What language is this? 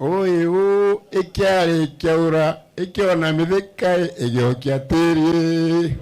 Meru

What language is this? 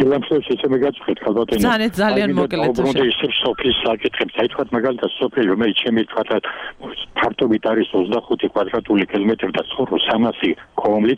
Georgian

